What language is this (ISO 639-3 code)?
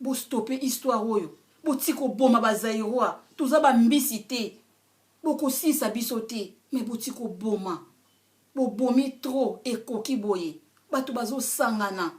lin